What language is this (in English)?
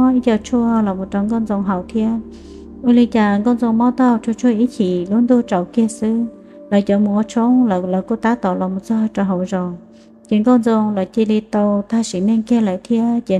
Hmong